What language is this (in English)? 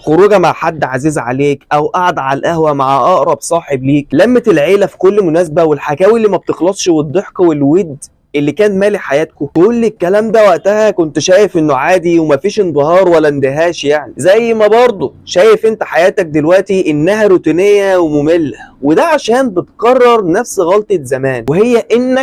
Egyptian Arabic